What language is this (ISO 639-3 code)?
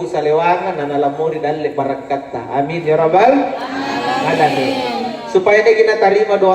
mak